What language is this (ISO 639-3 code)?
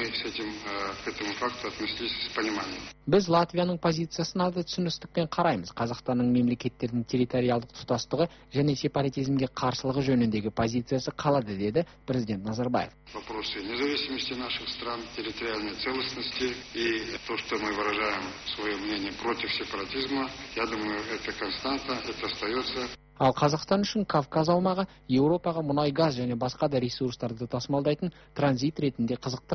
kaz